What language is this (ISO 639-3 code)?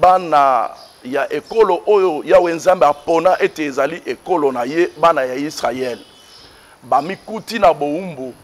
lin